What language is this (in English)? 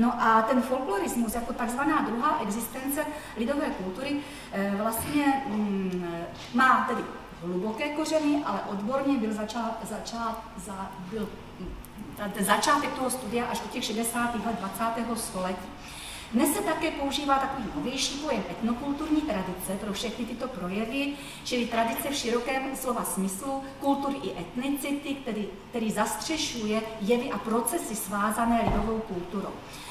Czech